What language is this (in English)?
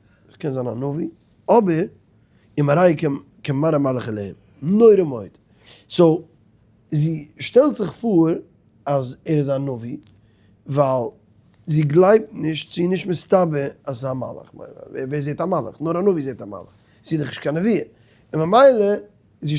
Yiddish